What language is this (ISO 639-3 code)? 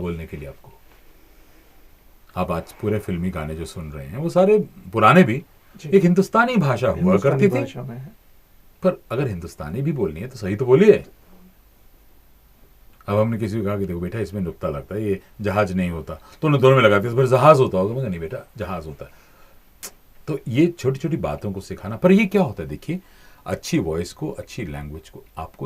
hin